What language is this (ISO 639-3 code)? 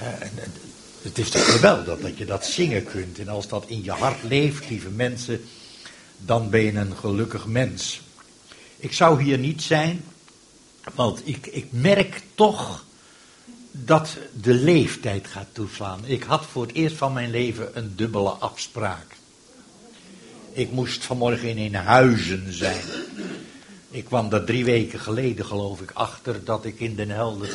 nld